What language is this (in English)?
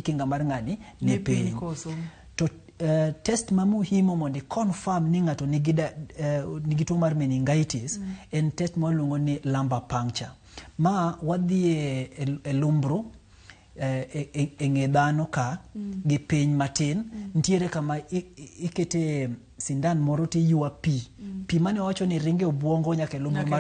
Luo (Kenya and Tanzania)